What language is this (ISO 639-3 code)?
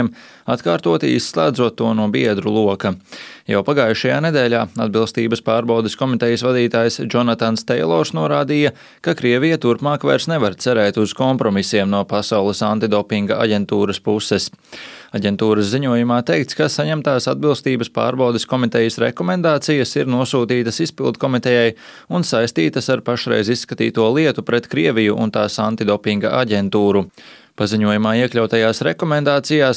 lav